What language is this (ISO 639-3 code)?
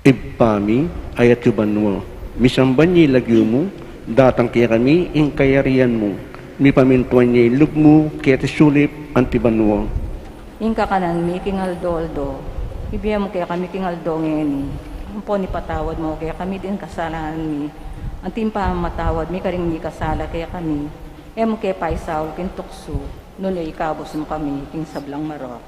pam